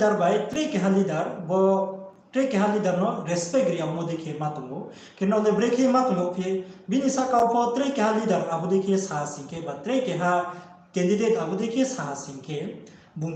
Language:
Riang (India)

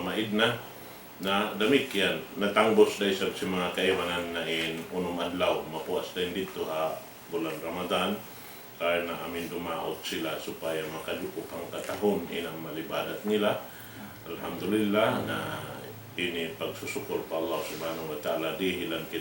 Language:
Tausug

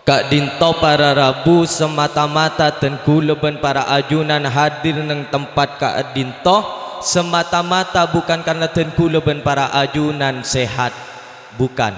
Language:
Madurese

